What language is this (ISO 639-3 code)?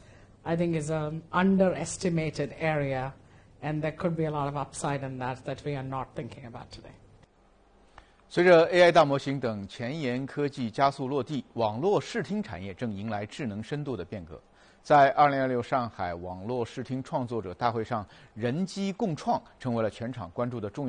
zho